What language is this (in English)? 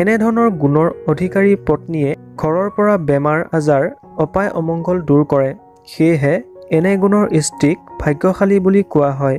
Assamese